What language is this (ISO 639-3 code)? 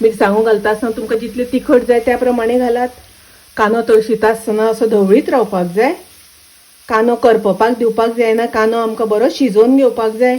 kok